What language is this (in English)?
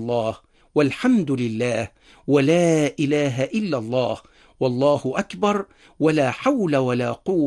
Arabic